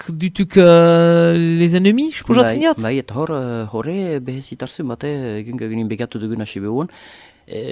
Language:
Basque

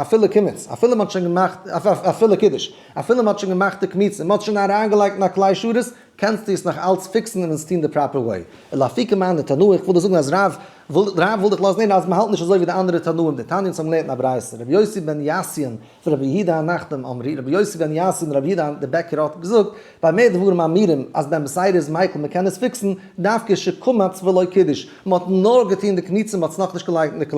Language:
Yiddish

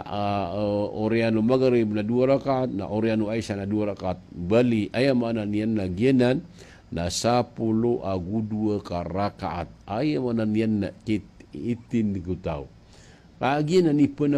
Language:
Maranao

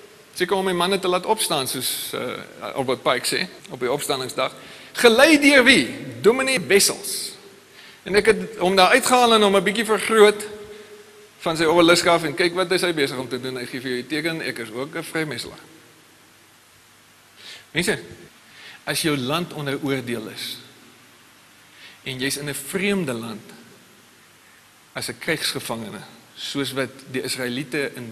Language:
Afrikaans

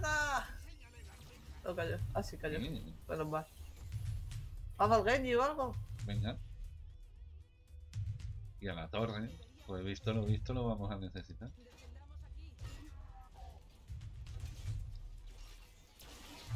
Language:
Spanish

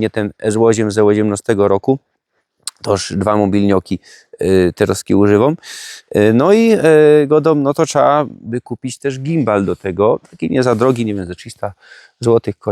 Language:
Silesian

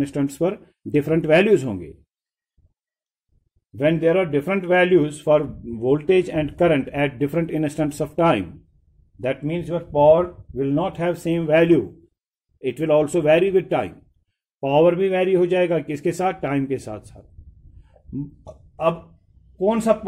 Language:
Hindi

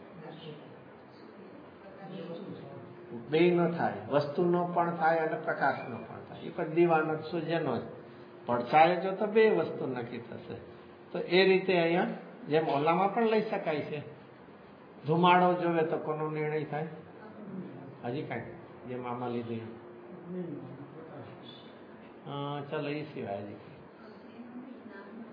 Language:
Gujarati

